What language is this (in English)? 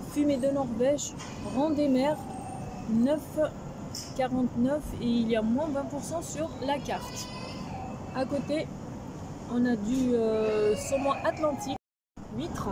French